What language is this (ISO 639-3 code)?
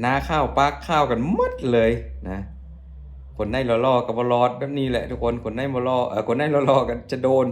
lao